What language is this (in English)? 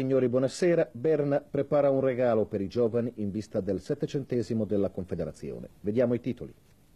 Italian